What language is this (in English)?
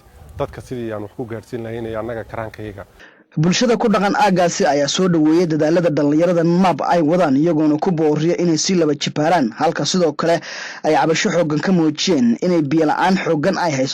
Somali